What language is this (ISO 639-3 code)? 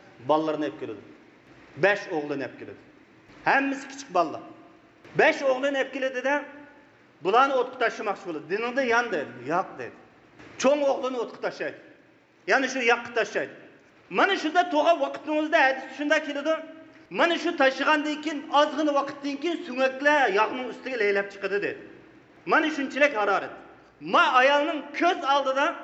uig